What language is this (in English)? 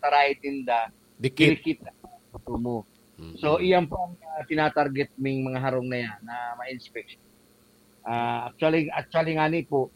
Bikol